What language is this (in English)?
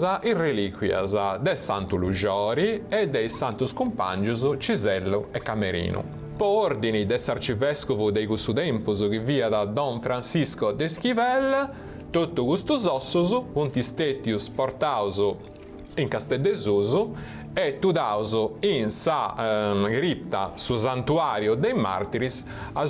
Sardinian